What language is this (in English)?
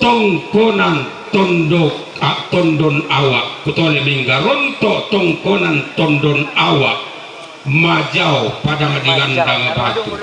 Toraja-Sa'dan